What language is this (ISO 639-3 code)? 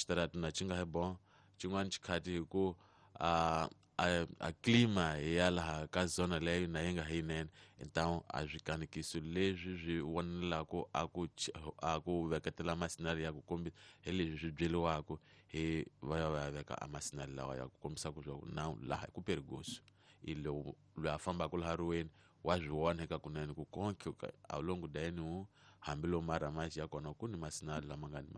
tso